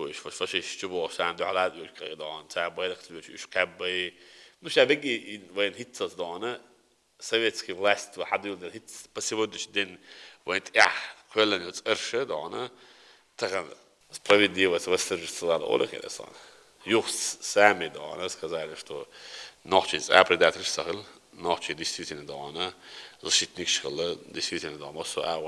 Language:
Chechen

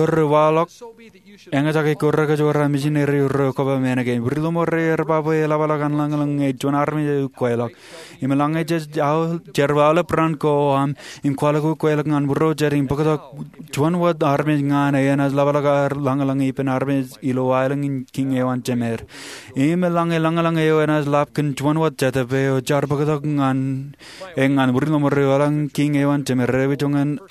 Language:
Marshallese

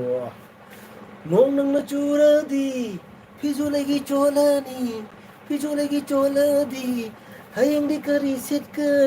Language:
Manipuri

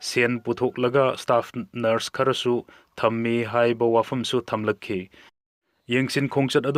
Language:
Manipuri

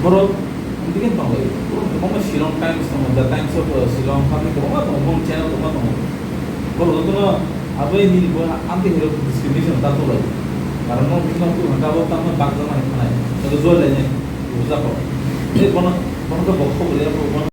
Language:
Kok Borok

